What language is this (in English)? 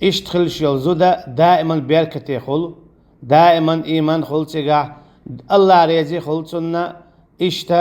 Chechen